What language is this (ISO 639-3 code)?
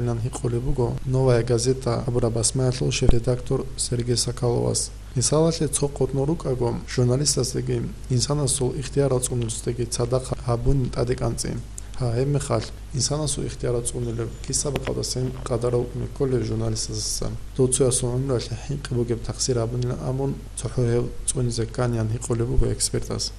ava